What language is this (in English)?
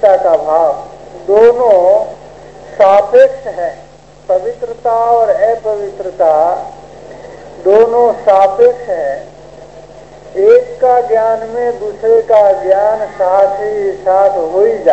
Hindi